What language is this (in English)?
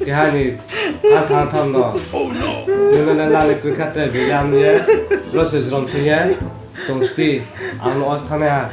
Riang (India)